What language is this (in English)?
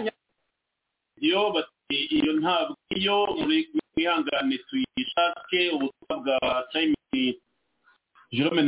Kinyarwanda